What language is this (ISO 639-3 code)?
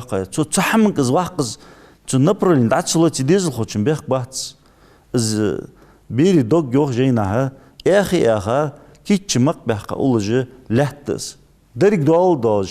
inh